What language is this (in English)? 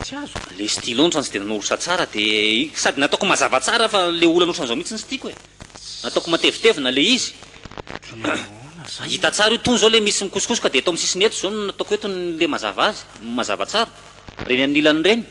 Malagasy